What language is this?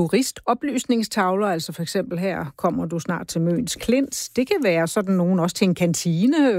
Danish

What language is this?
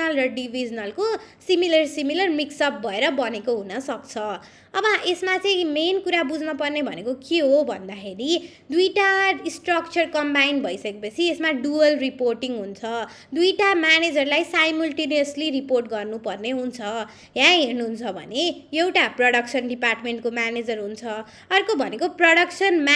Nepali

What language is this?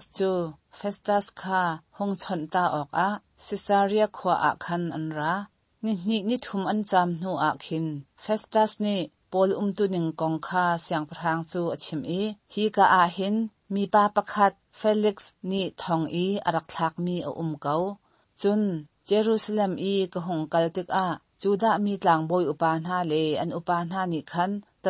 Hakha Chin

